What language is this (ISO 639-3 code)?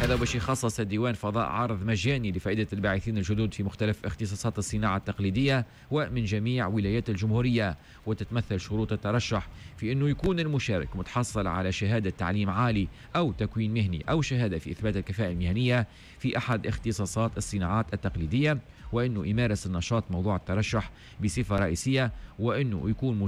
aeb